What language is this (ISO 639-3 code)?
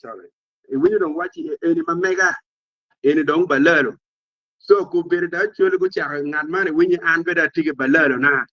ach